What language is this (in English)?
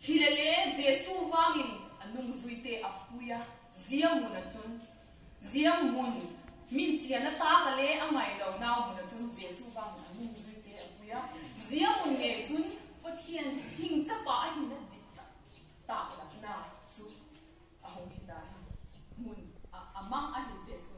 Vaiphei